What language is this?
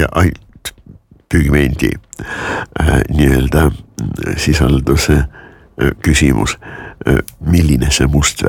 Estonian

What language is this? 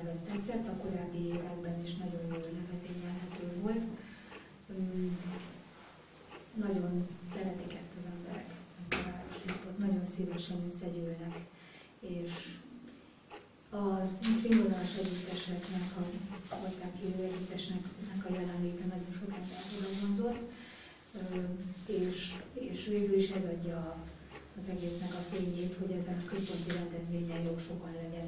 Hungarian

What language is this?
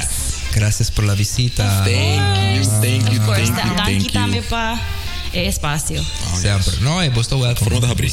Papiamento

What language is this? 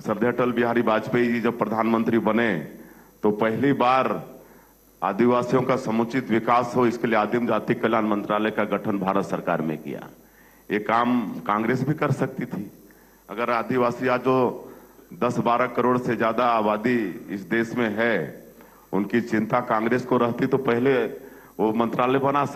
Hindi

